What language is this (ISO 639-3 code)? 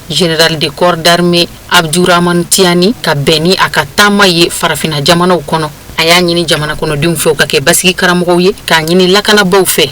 bam